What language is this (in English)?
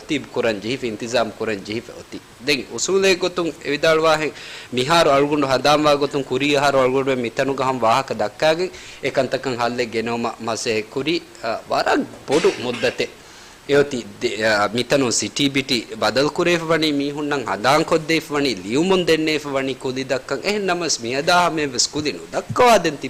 Divehi